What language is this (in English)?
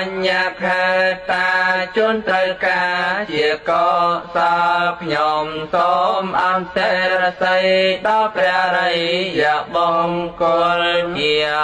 Khmer